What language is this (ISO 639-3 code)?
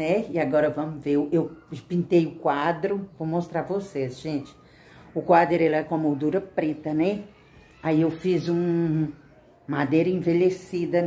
por